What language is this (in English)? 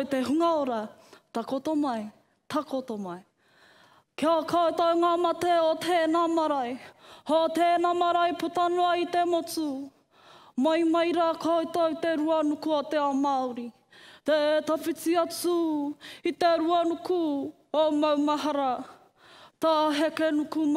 Māori